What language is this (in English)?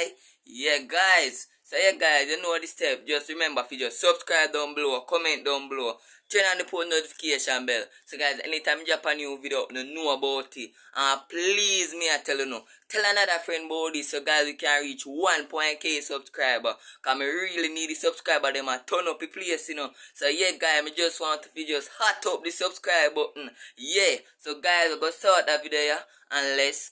Jamaican Creole English